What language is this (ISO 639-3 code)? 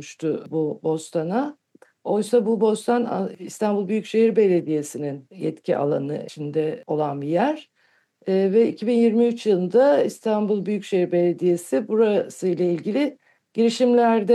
tur